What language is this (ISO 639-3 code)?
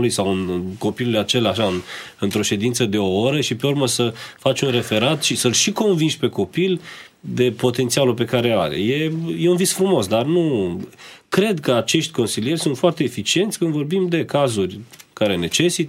ron